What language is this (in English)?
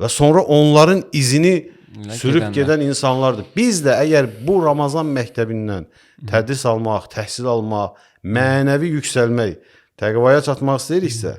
Azerbaijani